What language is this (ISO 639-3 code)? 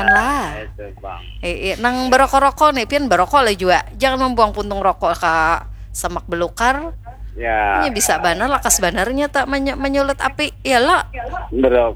bjn